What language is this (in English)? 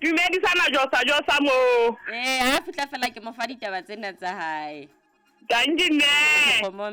Southern Sotho